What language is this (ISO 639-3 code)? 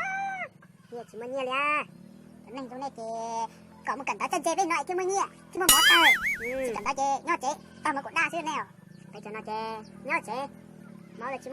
hmn